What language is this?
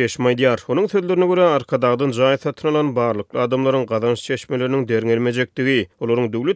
Turkmen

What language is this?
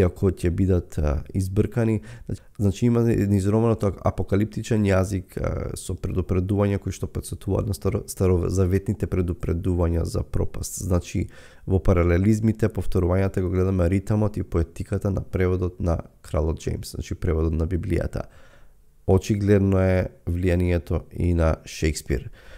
Macedonian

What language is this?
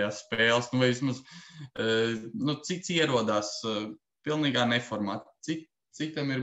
Latvian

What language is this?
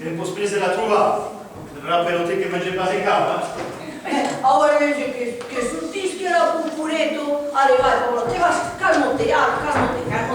Occitan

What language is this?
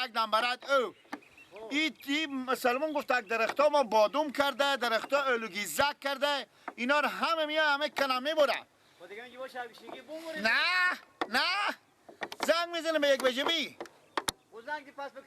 Persian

